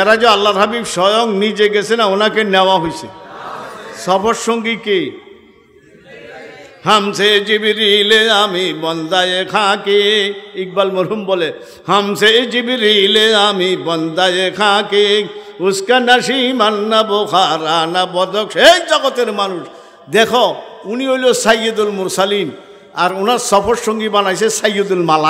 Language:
Bangla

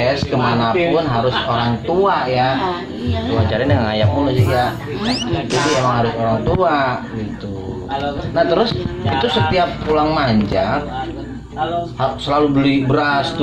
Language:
Betawi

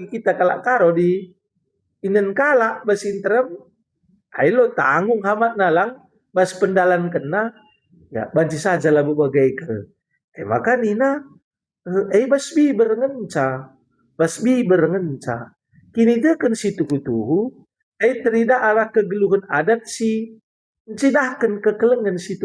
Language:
Batak Karo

